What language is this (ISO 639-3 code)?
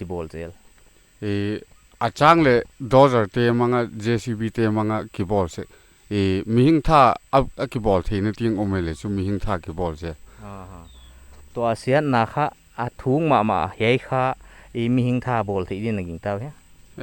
pck